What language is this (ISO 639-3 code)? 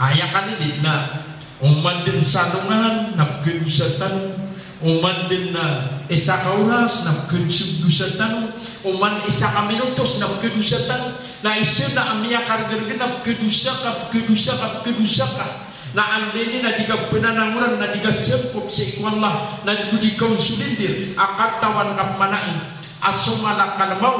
mrw